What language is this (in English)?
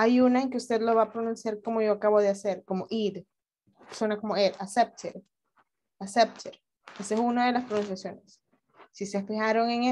Spanish